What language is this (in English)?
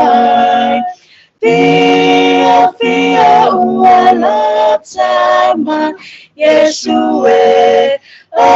Samoan